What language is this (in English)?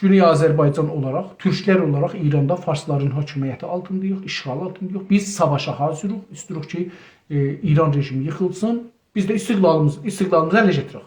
South Azerbaijani